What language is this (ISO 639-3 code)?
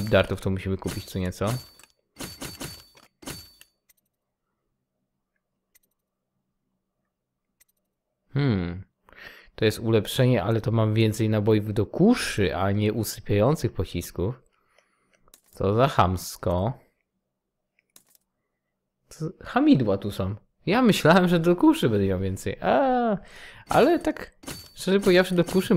pol